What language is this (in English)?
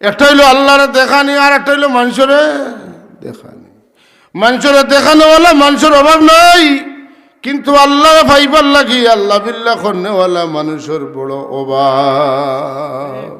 Sylheti